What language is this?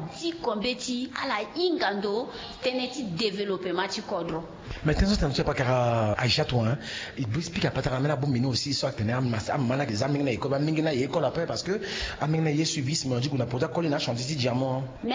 Sango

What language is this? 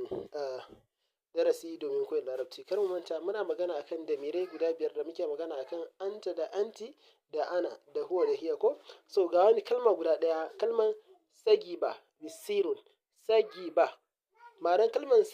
Hausa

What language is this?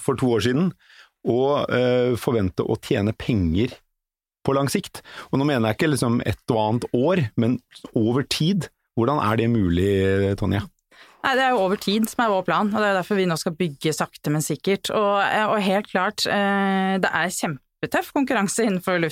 Norwegian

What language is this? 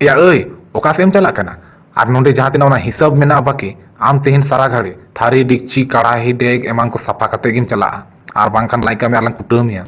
Santali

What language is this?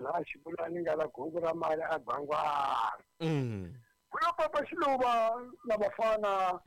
Tsonga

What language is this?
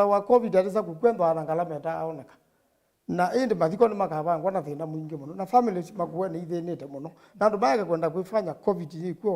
Kamba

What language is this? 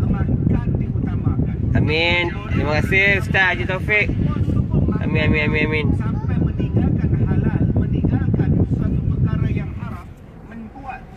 Malay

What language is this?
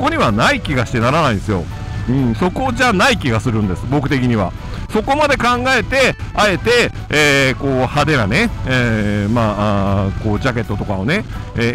Japanese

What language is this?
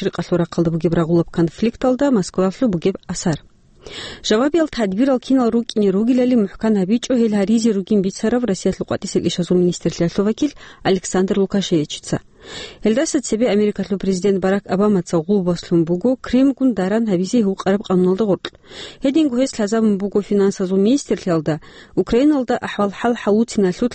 Avaric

